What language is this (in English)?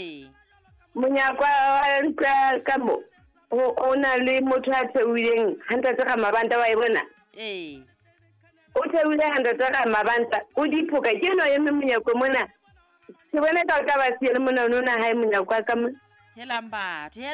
Southern Sotho